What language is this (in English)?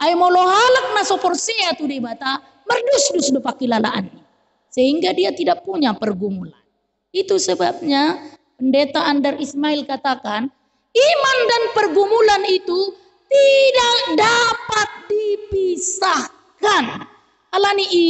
Batak Toba